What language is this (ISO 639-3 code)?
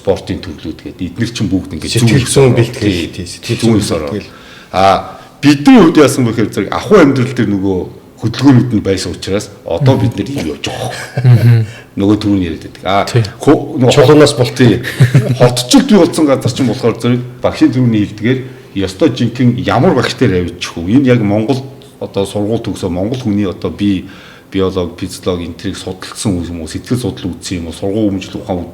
mon